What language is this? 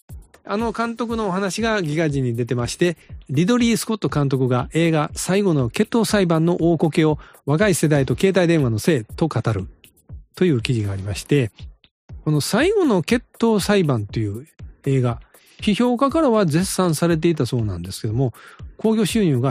Japanese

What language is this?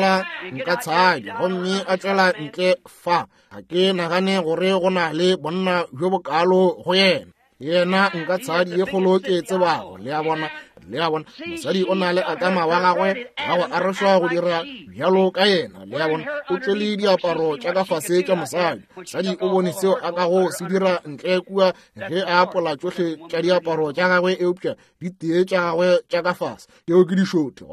Northern Sotho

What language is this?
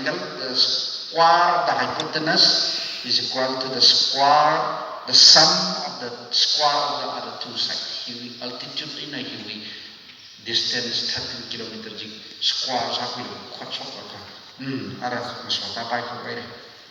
Tangkhul Naga (India)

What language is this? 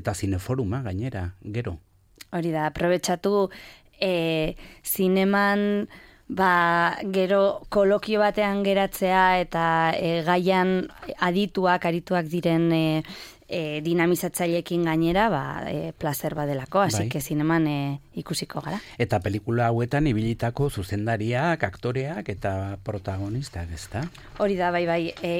Basque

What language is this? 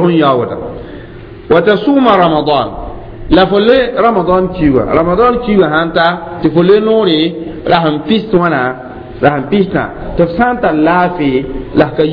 Mossi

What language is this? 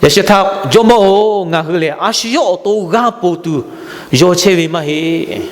Lahu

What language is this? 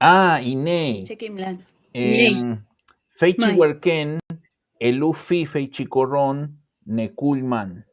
Mapuche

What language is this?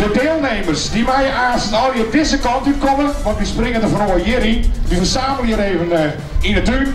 Western Frisian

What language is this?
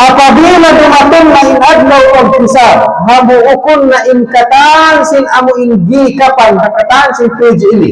Tausug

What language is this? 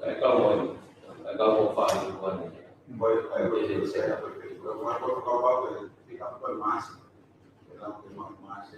Tongan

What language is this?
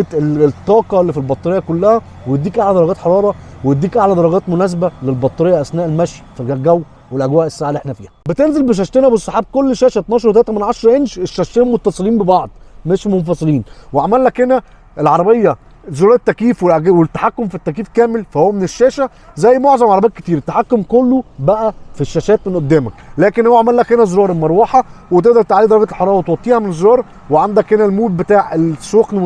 Egyptian Arabic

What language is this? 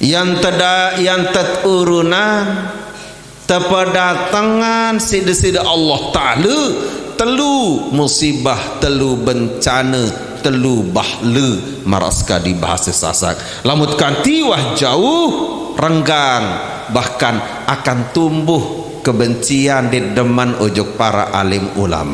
Sasak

